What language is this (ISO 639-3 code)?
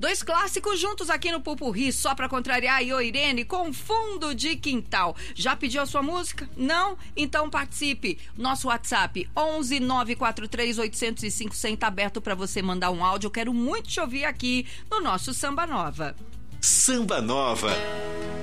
por